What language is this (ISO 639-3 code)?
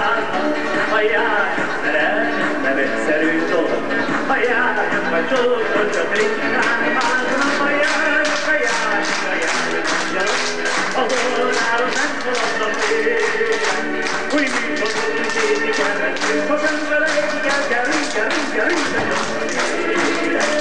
hun